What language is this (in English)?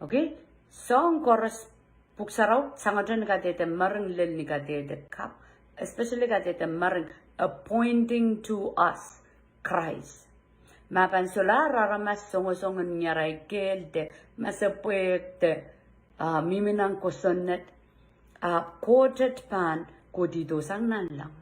Pohnpeian